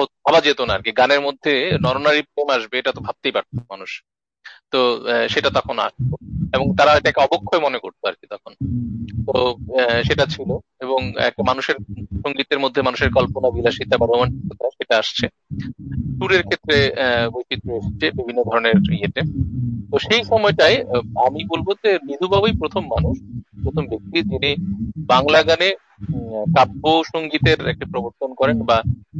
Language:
Bangla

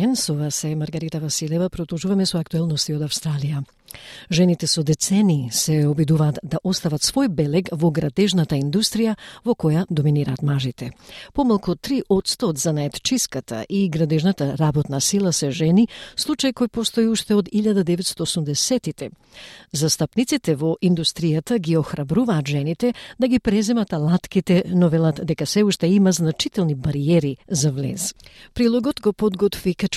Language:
Macedonian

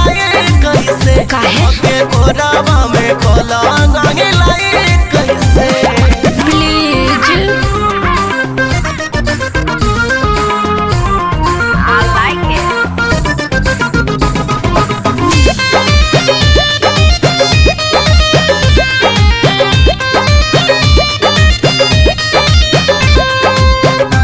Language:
Bhojpuri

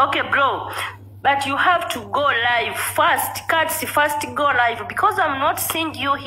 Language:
Ganda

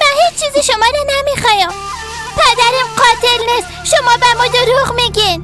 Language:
Persian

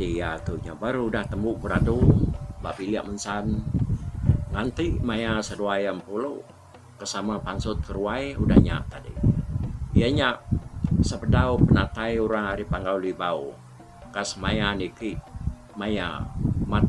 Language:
Iban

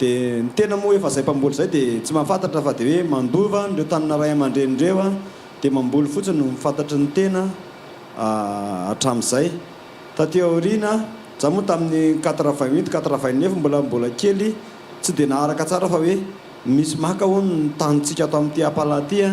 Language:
Malagasy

